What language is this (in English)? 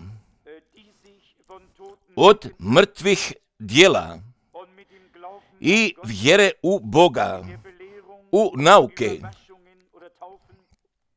Croatian